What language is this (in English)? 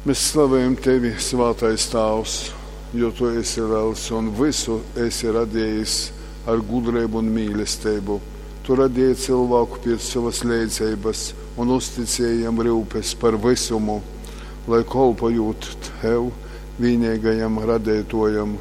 Latgalian